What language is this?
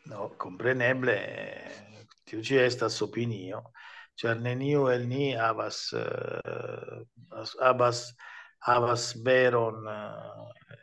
Esperanto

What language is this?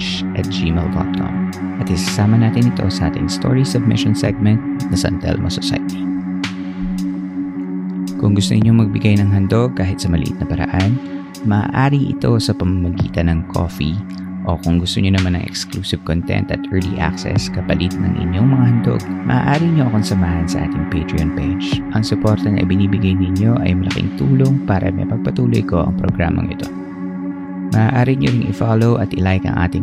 Filipino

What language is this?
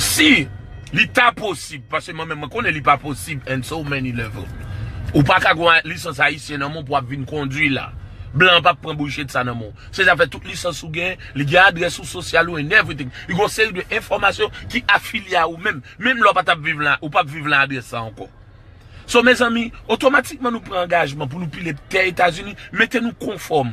Haitian Creole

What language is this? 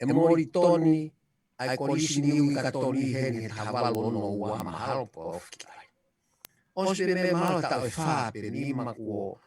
Tongan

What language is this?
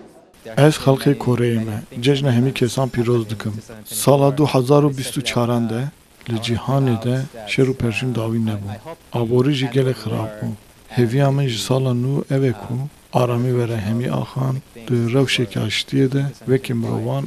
Kurdish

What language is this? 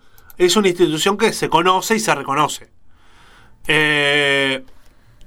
Spanish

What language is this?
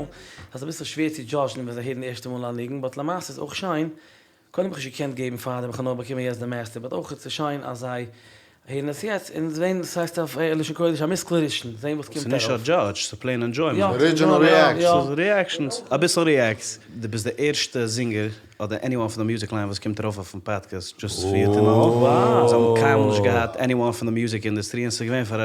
Yiddish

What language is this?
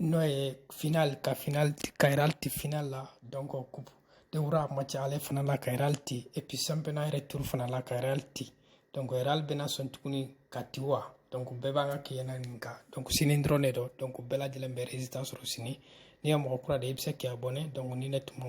Bambara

